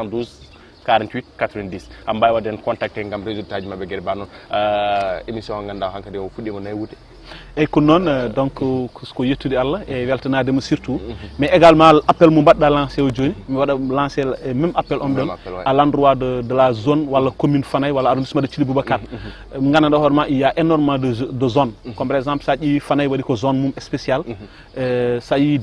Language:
Fula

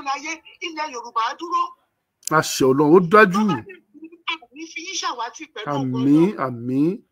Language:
Yoruba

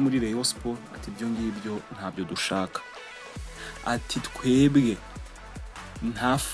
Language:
Kinyarwanda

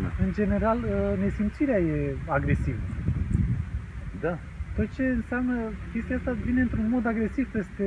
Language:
Romanian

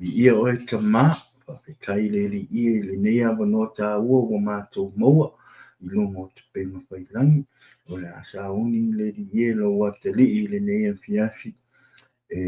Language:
Samoan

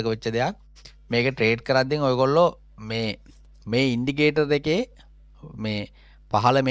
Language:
Sinhala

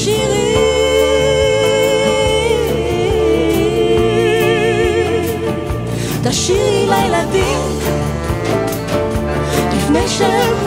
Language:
Hebrew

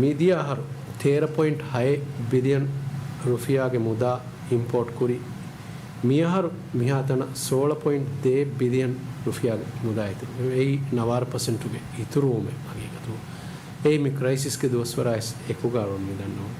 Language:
Divehi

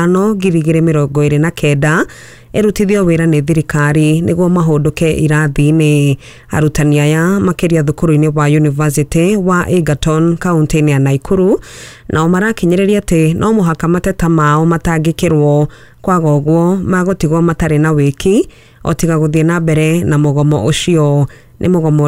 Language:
Kikuyu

